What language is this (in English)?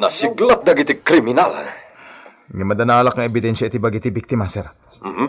Iloko